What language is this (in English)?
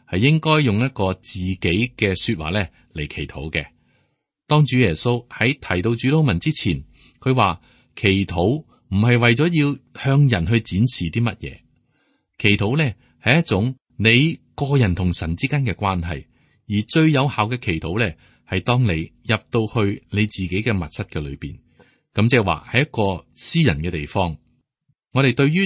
Cantonese